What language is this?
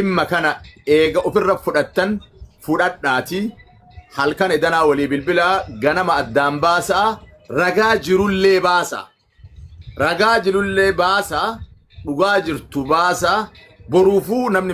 Oromo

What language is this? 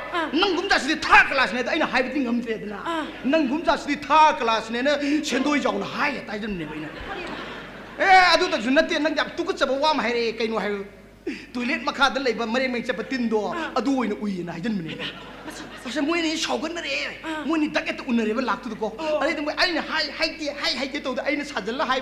Manipuri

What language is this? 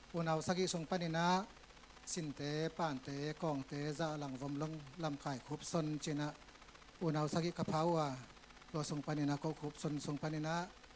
Tedim Chin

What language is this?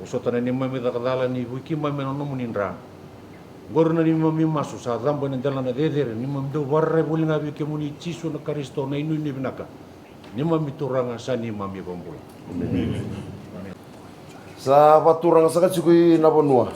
Fijian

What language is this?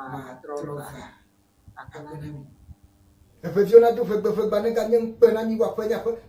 Ewe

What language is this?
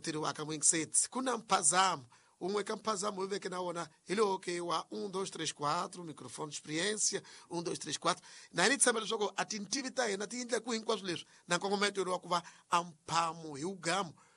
Tsonga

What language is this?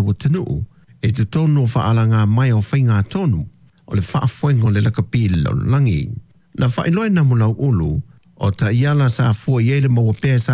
Samoan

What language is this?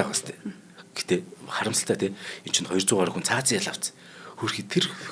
Mongolian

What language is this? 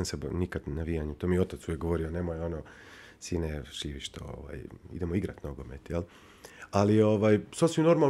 Bosnian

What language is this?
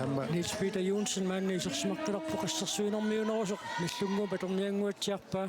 Kalaallisut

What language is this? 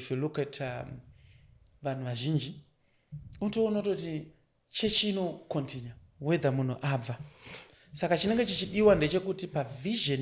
Shona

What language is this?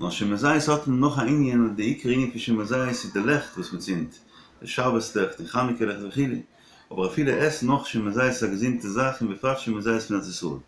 Yiddish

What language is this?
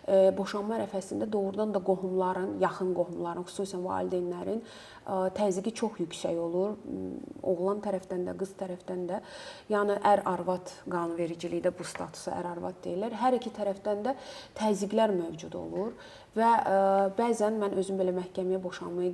Azerbaijani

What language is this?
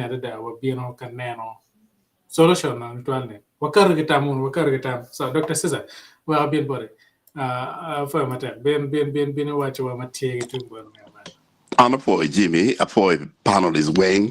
Acoli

